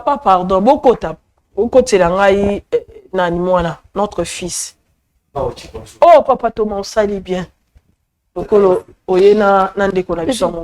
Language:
Lingala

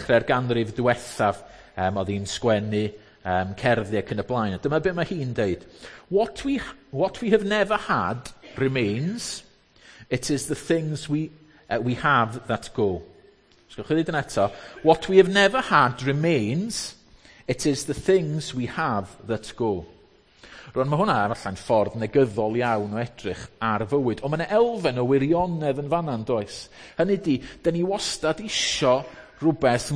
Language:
Welsh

